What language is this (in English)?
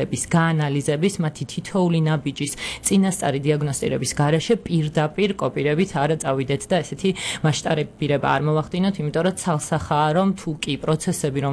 Georgian